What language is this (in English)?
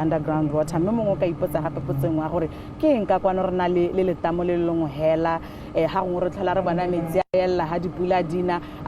Tswana